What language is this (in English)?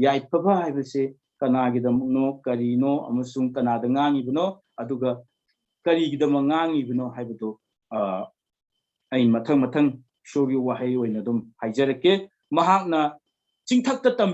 Manipuri